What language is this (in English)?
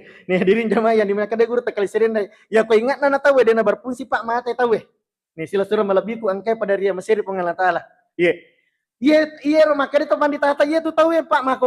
Buginese